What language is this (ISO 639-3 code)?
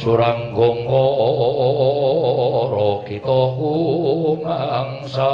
jav